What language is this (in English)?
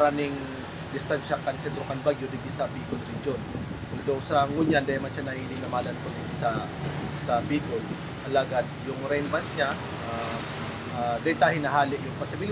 Bikol